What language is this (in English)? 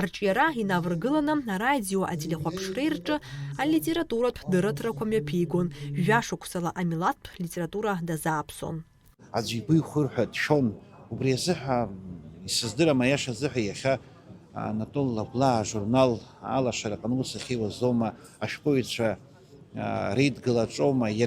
Abkhazian